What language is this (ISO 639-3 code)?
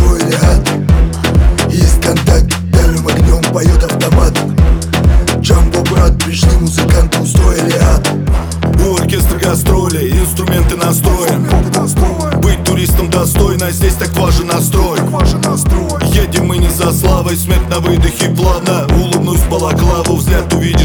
rus